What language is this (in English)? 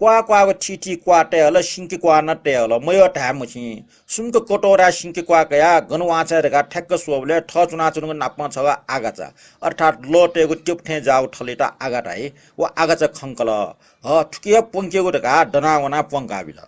Newari